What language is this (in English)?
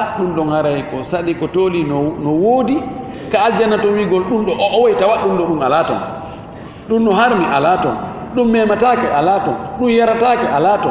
Fula